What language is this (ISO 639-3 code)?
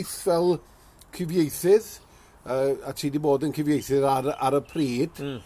cym